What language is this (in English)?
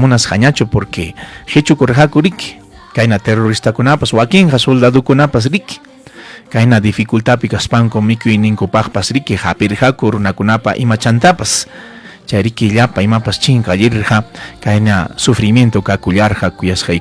Ayacucho Quechua